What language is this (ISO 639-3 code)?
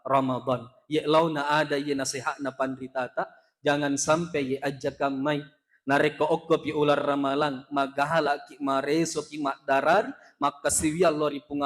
bug